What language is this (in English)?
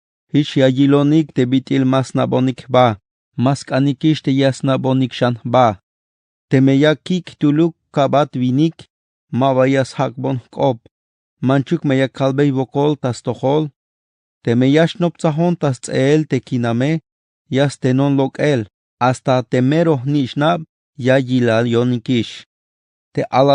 Tzeltal